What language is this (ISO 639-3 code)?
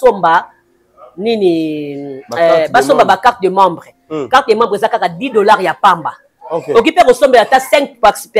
lin